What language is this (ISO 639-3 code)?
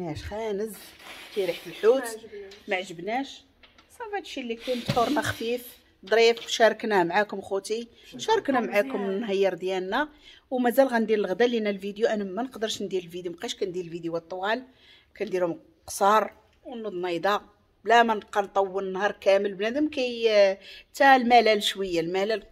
ary